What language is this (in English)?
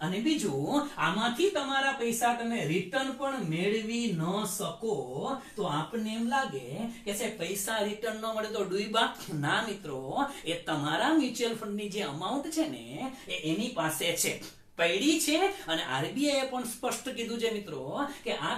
Gujarati